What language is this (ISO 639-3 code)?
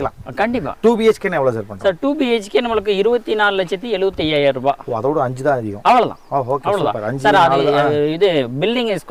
tam